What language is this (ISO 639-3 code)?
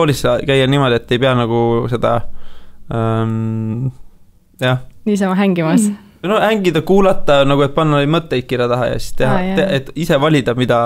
est